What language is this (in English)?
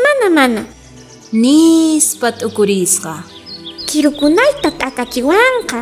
South Bolivian Quechua